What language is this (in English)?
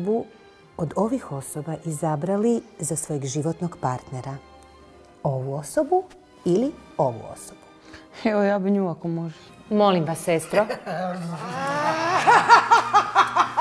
Croatian